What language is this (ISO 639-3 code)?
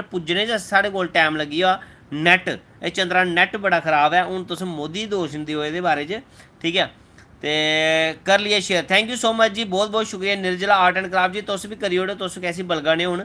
doi